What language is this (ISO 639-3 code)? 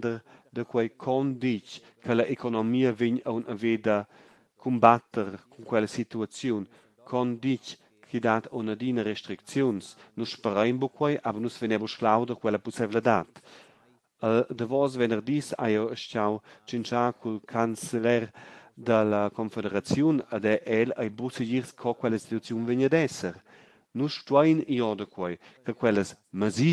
roh